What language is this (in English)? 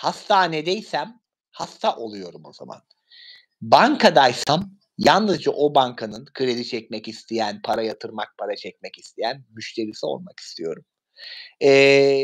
Turkish